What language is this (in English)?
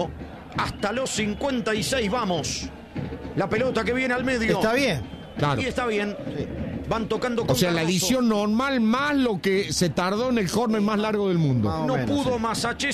Spanish